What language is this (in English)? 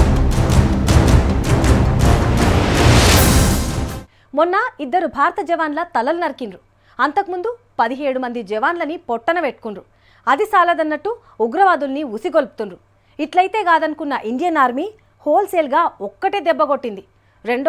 Telugu